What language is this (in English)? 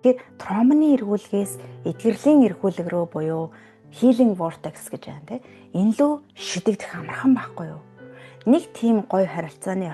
Mongolian